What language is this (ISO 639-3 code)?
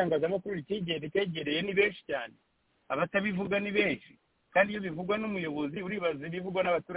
kin